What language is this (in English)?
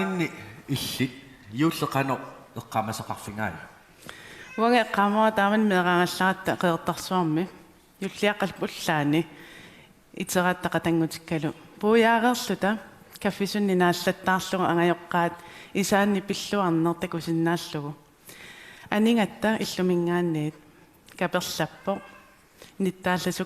Kalaallisut